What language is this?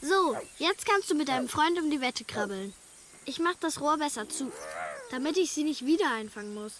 Swiss German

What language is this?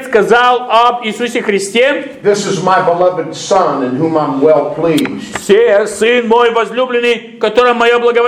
Russian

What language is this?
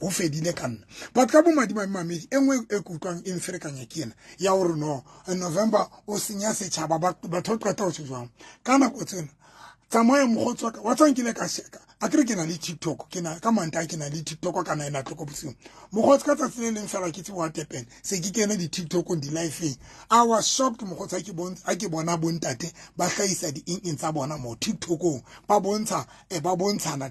Southern Sotho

